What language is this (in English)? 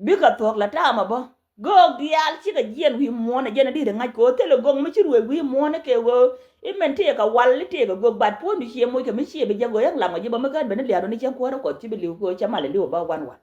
Nuer